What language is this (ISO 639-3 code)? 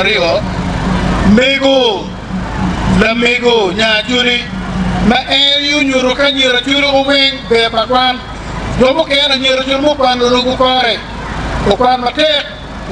ach